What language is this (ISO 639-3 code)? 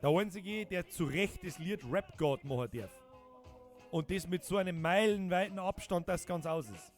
bar